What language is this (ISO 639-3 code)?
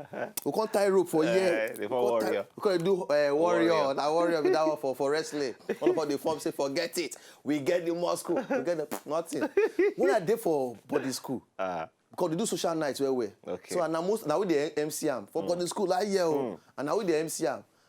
pcm